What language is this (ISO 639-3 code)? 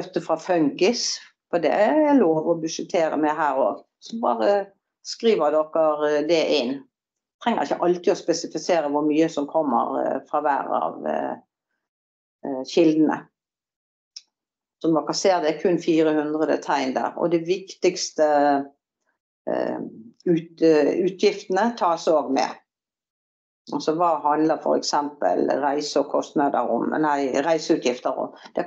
nor